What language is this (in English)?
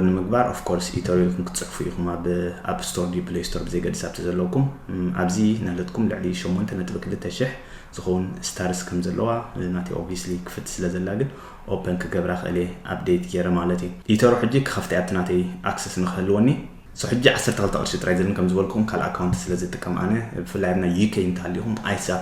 Tigrinya